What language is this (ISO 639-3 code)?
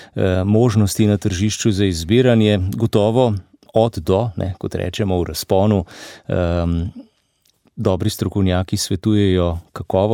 slv